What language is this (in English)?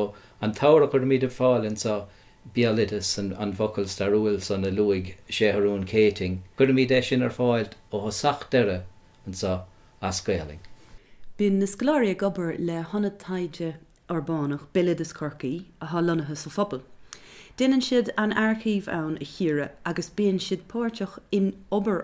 Irish